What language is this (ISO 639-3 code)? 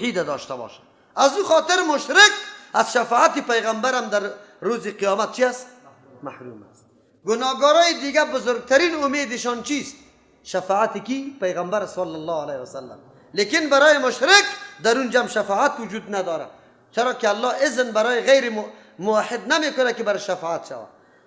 fas